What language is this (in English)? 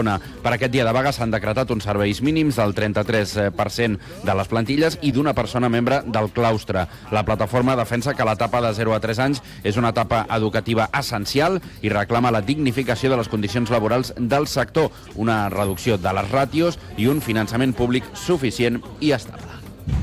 Catalan